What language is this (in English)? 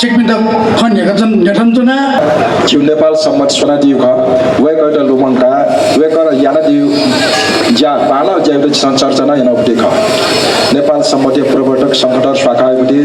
Newari